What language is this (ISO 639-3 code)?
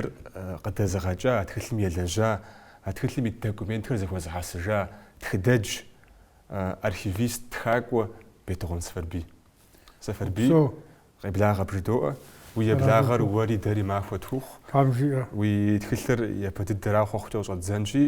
kbd